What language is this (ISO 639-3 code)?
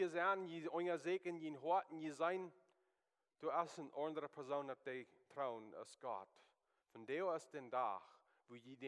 pdt